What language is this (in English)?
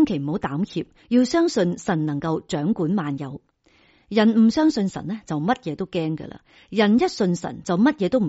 Cantonese